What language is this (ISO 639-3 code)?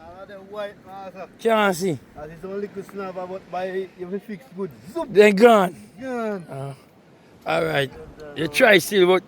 jam